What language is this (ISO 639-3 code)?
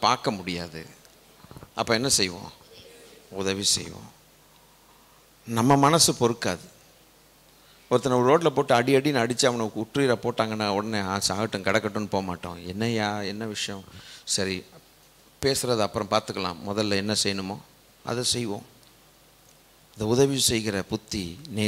tam